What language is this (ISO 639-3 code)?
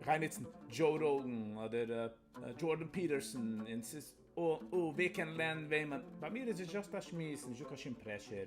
yid